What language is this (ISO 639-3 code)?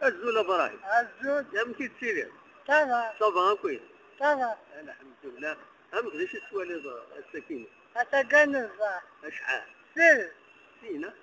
kab